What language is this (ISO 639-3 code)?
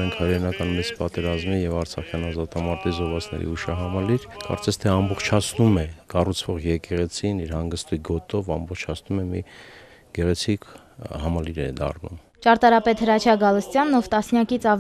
hye